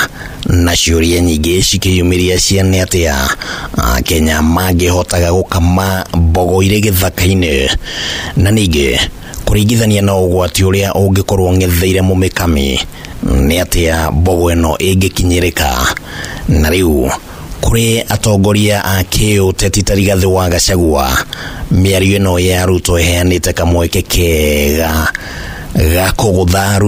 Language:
Kikuyu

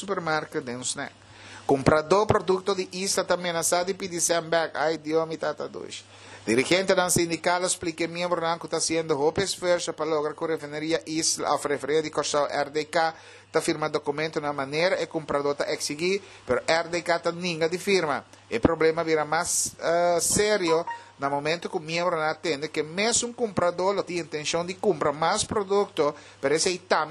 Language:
Papiamento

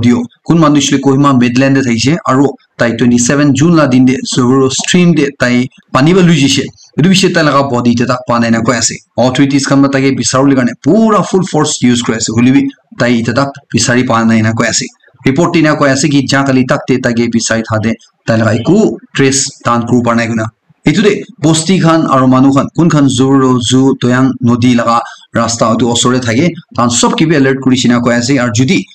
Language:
Naga Pidgin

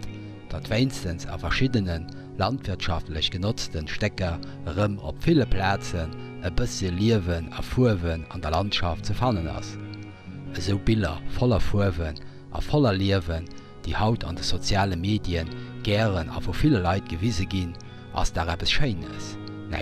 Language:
Luxembourgish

